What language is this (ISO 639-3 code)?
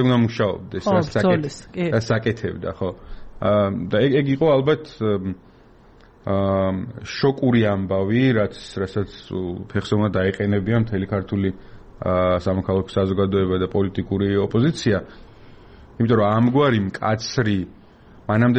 kat